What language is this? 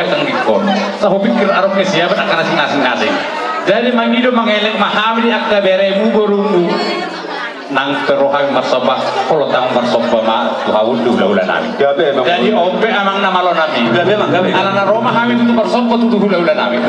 Batak Toba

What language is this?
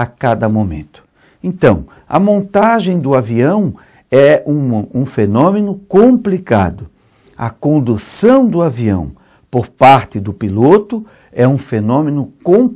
Portuguese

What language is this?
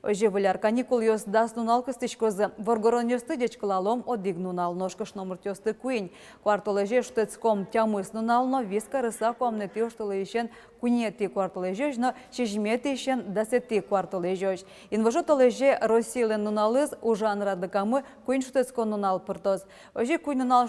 Udmurt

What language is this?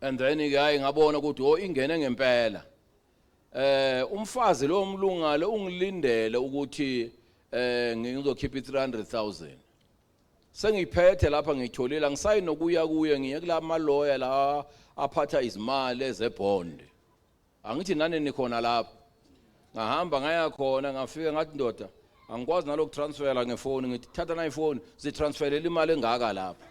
Zulu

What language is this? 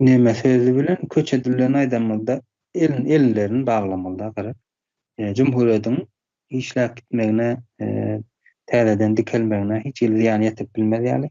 Turkmen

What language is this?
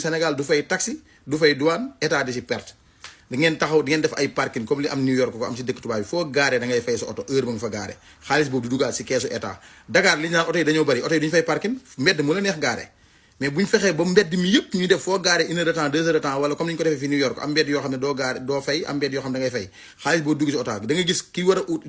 Wolof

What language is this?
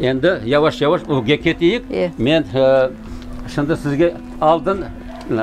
Crimean Tatar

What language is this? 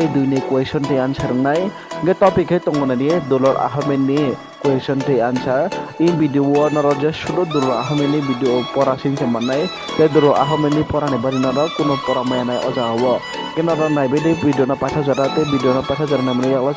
Kok Borok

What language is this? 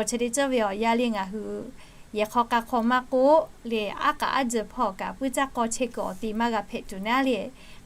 Lahu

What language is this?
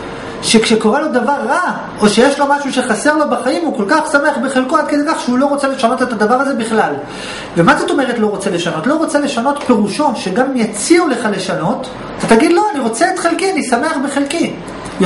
Hebrew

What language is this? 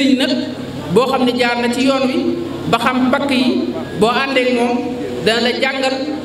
Wolof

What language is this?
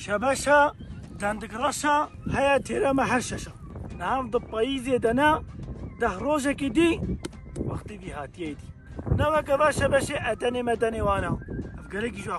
Kurdish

